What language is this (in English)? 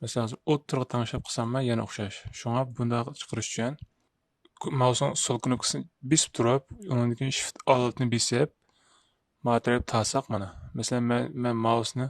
Uyghur